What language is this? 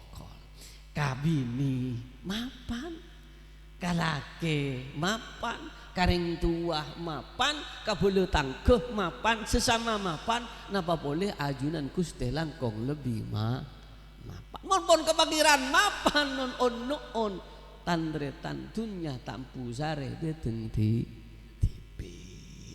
Madurese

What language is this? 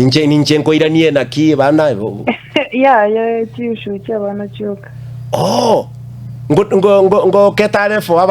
Gusii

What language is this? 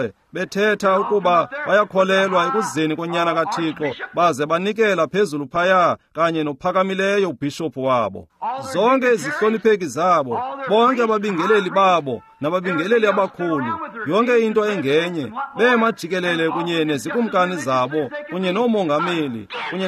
Xhosa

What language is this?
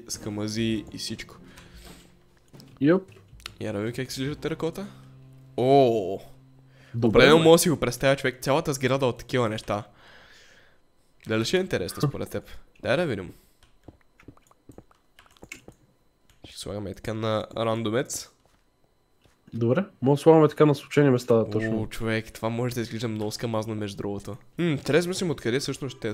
Bulgarian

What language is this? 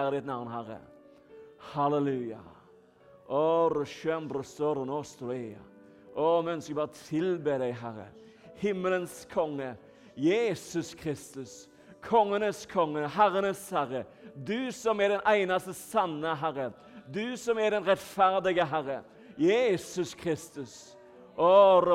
Norwegian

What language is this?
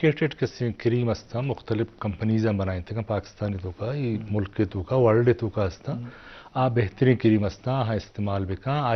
Eastern Balochi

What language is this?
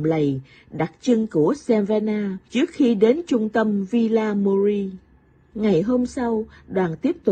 Vietnamese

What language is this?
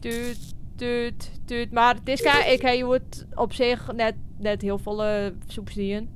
Western Frisian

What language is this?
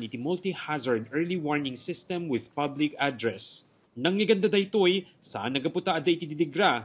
Iloko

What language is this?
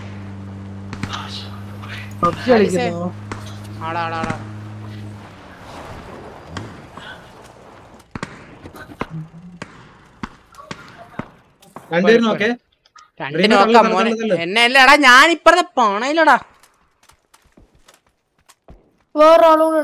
Malayalam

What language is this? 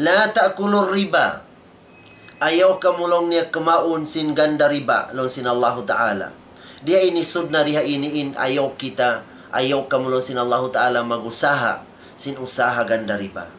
Tausug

